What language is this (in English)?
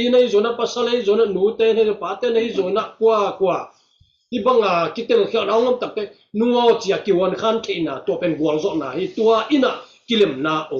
Tedim Chin